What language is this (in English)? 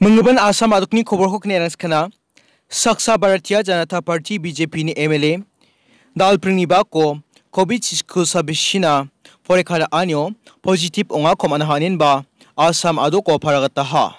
Garo